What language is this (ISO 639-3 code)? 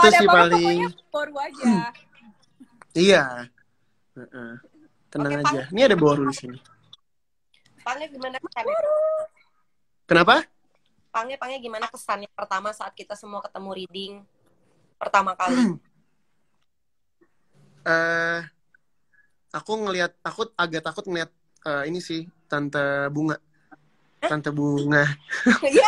ind